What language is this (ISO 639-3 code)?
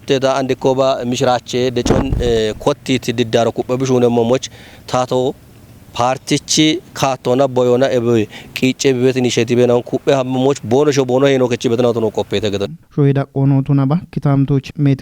kbr